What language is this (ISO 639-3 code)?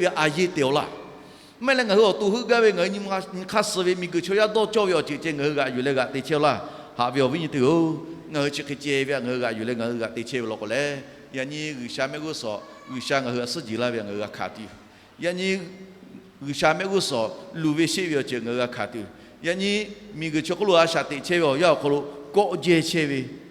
lhu